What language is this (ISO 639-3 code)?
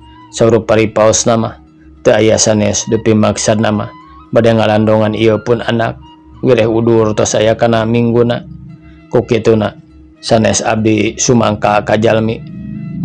sun